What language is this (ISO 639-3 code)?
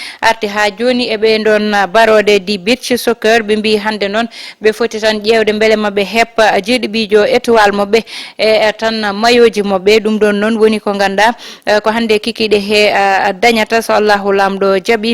ful